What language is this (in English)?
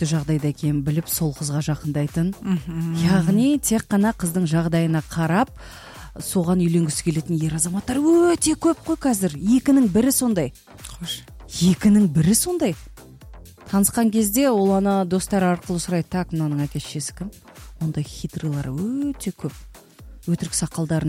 Kazakh